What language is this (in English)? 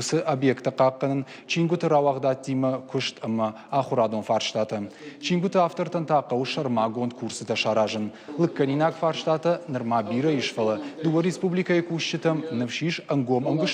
Ossetic